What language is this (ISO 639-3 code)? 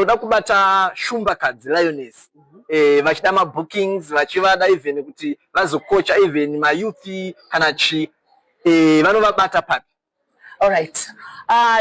sna